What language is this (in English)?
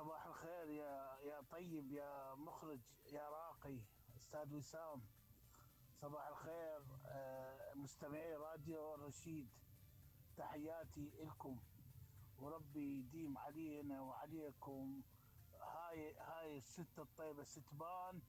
Mesopotamian Arabic